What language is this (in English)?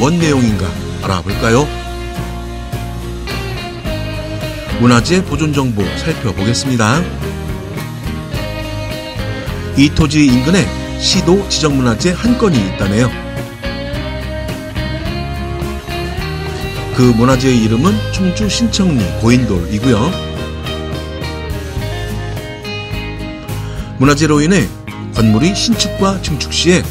Korean